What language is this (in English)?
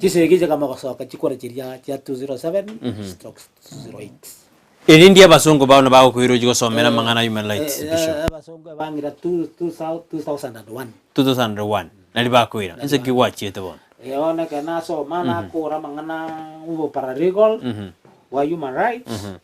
Gusii